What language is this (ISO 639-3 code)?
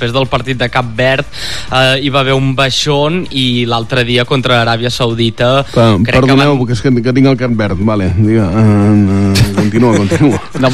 cat